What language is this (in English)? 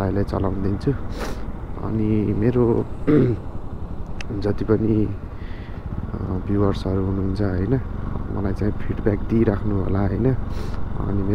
Nepali